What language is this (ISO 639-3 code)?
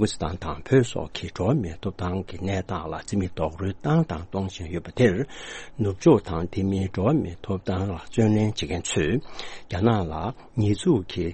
bod